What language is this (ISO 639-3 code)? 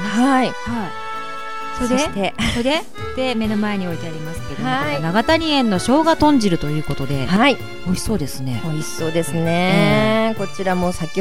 jpn